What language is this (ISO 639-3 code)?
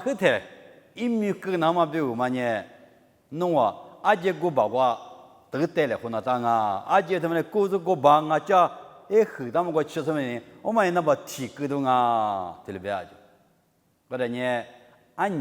lis